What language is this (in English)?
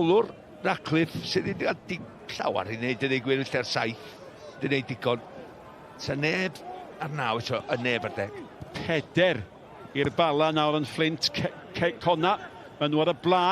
Welsh